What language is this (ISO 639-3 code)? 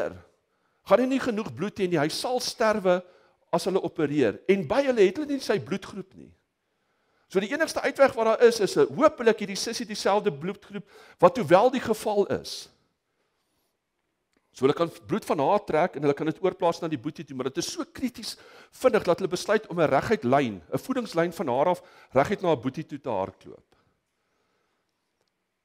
afr